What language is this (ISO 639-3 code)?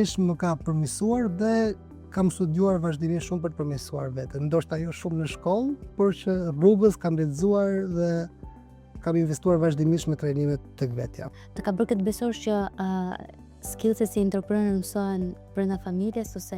sqi